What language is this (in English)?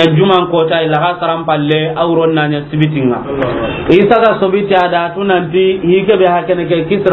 Soninke